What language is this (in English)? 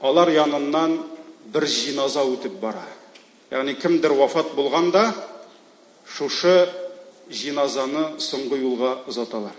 Tatar